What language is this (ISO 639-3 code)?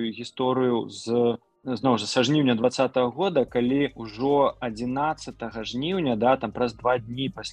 bel